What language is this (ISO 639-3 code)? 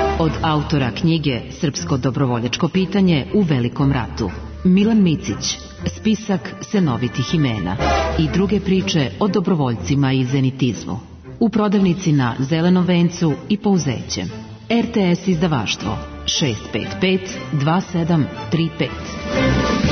srp